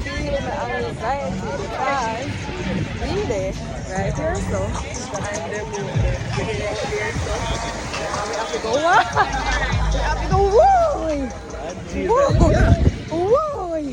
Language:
Jamaican Creole English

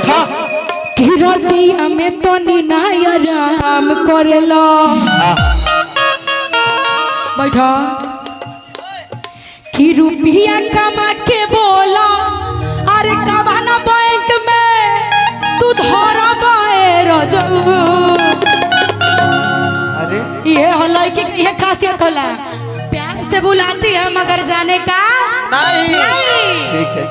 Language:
Bhojpuri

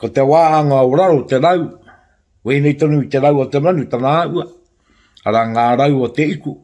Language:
Māori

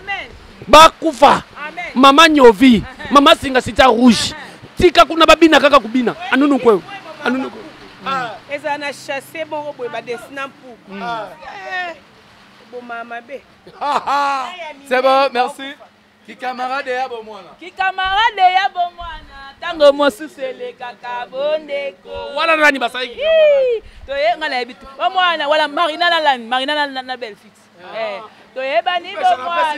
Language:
Lingala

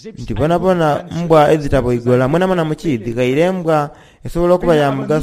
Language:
Soga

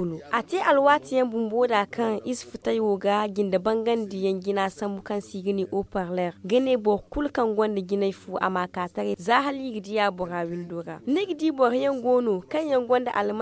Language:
Zarma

